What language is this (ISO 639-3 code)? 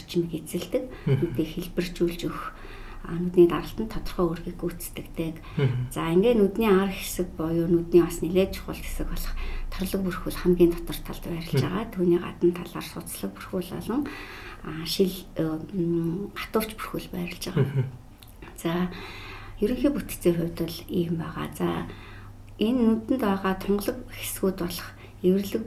mon